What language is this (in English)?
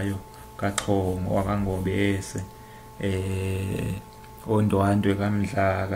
Zulu